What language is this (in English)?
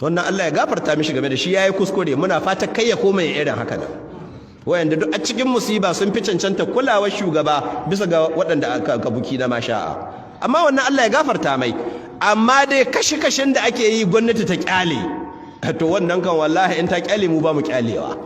Hausa